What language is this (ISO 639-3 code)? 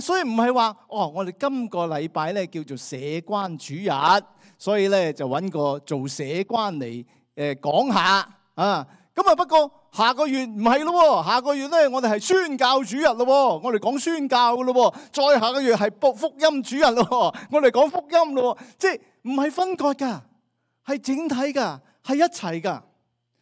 yue